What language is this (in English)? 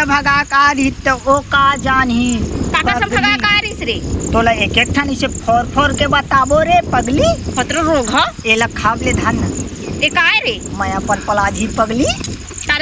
Chhattisgarhi